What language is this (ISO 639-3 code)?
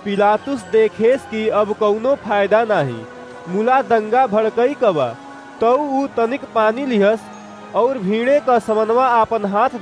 awa